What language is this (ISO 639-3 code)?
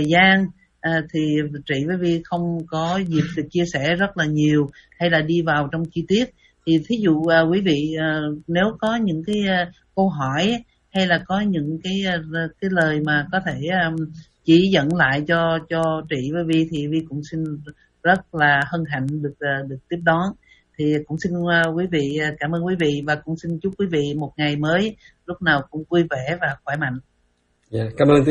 vie